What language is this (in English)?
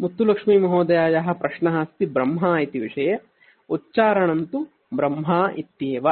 Sanskrit